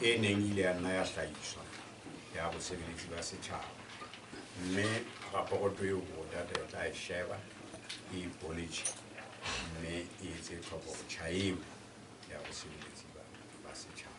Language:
Southern Sotho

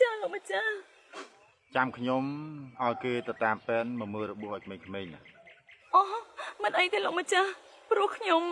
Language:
Khmer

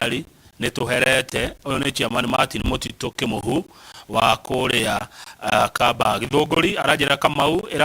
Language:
Kikuyu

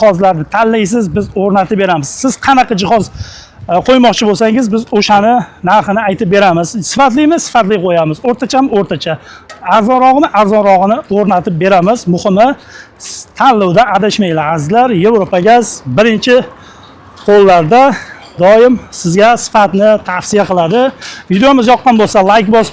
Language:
Uzbek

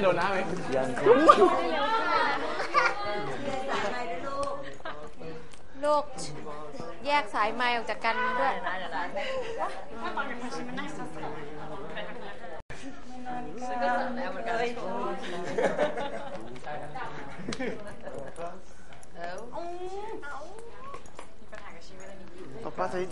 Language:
Thai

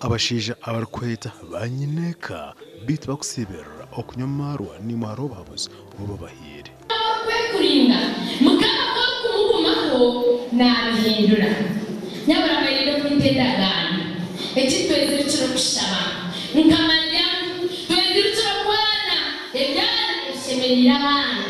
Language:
Nyankole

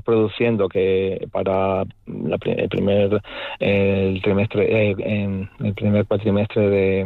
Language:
Spanish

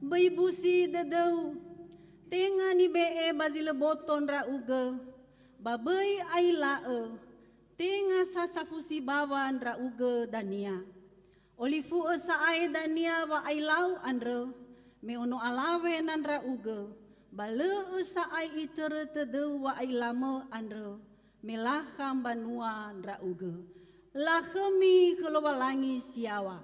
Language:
Nias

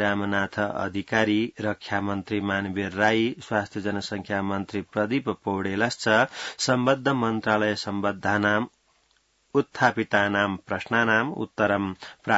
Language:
Sanskrit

